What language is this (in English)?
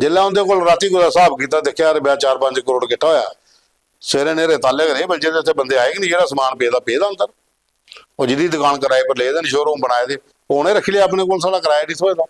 Dogri